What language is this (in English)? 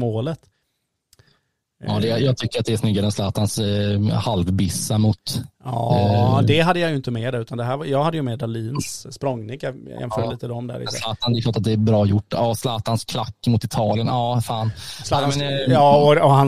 Swedish